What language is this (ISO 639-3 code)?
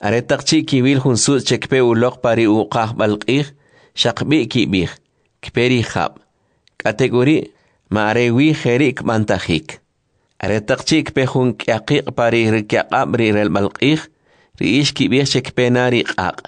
quc